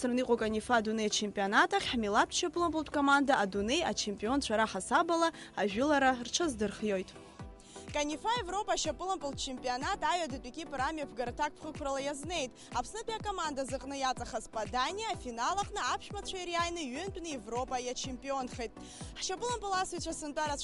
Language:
Abkhazian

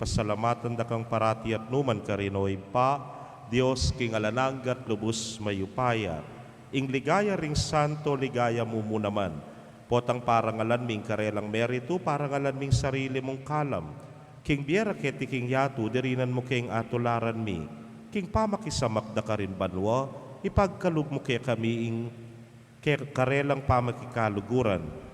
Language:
Pampanga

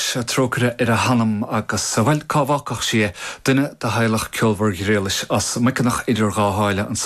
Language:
Irish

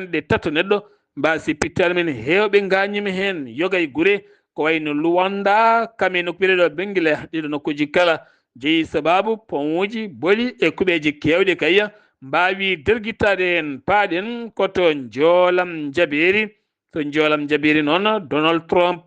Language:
Fula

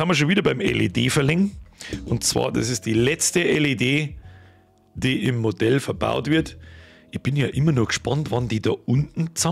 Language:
Bavarian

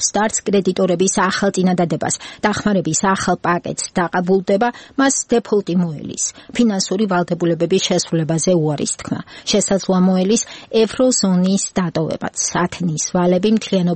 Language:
Georgian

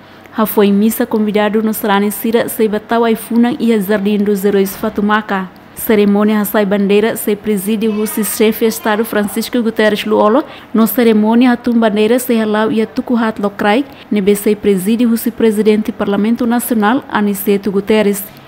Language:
Tetum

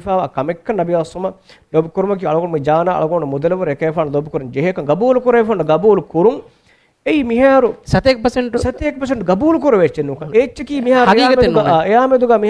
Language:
Divehi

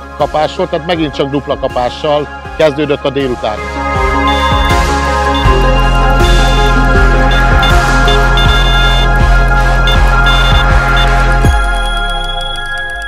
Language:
Hungarian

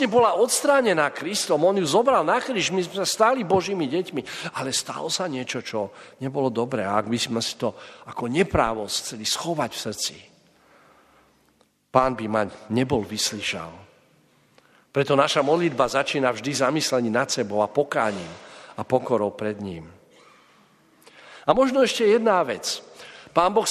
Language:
Slovak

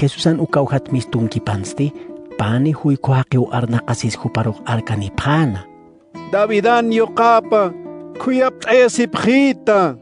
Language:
Aymara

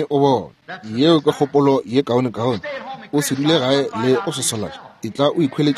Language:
Northern Sotho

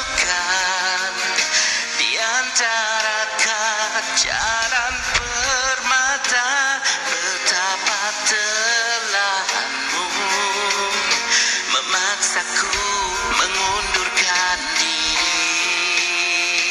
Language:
Malay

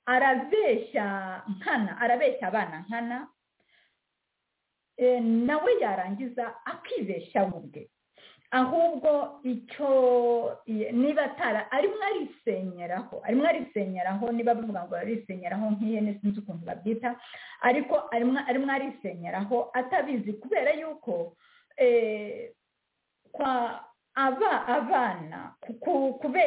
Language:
Kinyarwanda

